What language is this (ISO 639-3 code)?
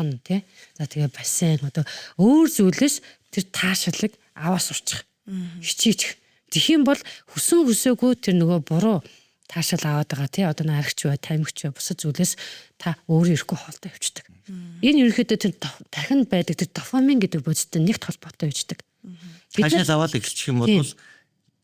mon